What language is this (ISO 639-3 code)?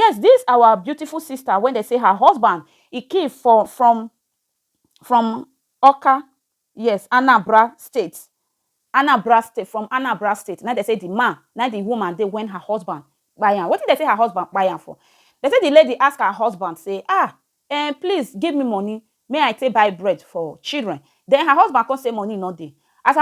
pcm